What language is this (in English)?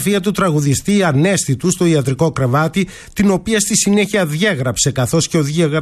Greek